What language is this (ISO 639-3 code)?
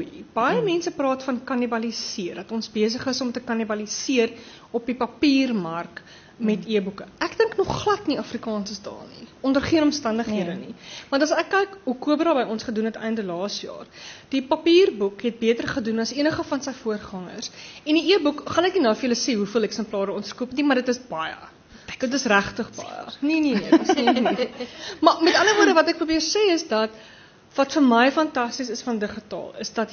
afr